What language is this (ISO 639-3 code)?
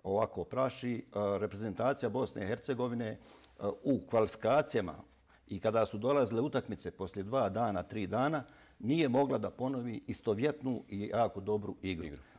bos